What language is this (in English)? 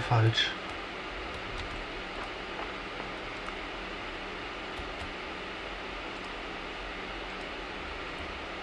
German